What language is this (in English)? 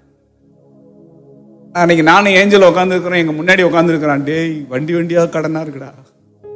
Tamil